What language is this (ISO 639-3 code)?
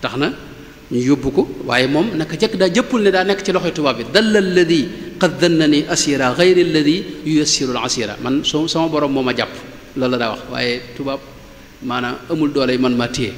wol